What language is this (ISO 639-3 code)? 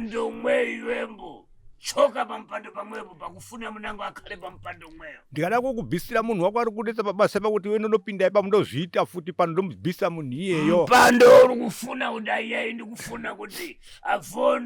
sna